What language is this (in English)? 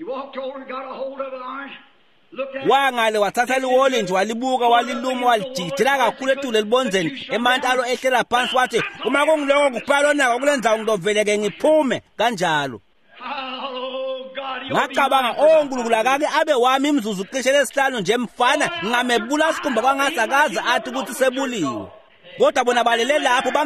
Swati